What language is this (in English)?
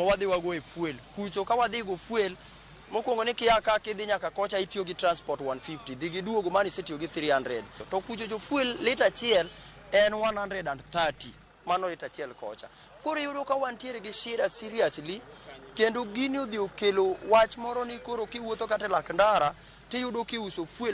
Luo (Kenya and Tanzania)